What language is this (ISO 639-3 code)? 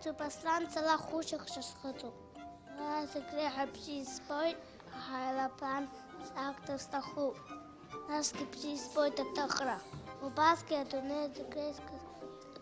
abk